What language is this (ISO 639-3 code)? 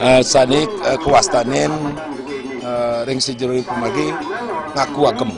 ban